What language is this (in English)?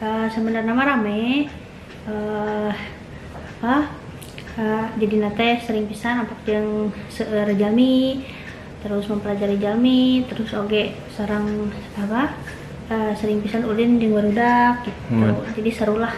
Sundanese